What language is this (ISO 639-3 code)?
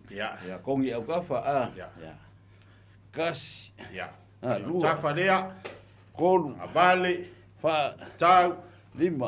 smo